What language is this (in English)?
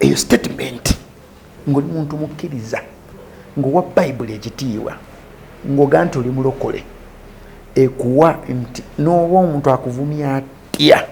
Ganda